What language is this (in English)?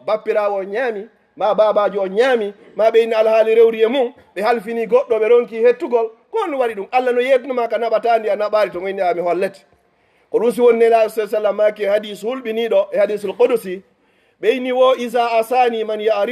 Fula